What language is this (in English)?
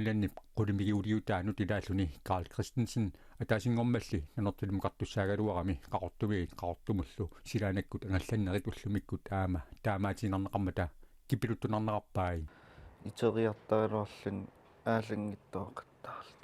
Kalaallisut